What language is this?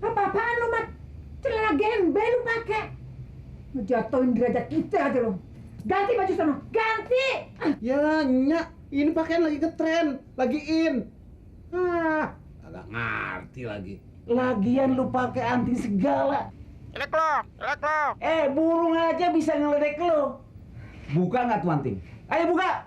Betawi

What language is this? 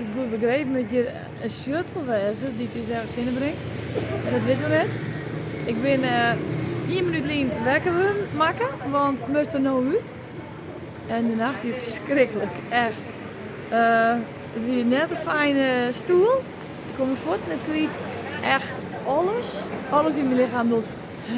Western Frisian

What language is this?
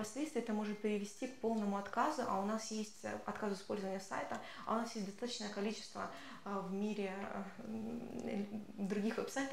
Russian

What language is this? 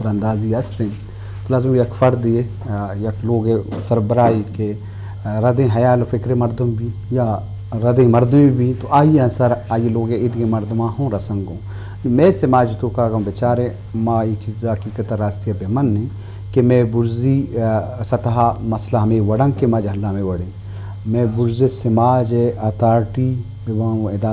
Eastern Balochi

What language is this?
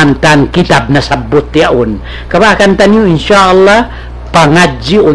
Tausug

